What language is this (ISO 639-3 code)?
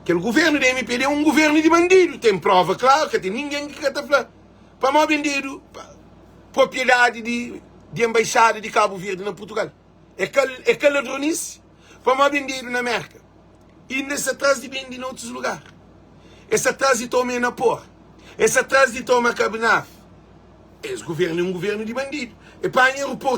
kea